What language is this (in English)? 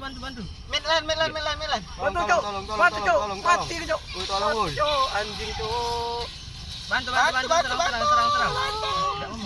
Musi